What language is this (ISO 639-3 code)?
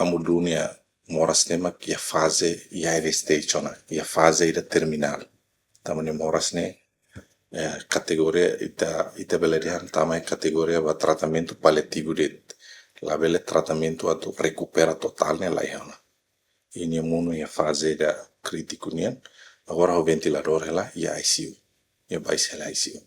tet